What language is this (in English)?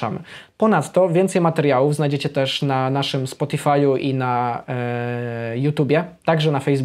Polish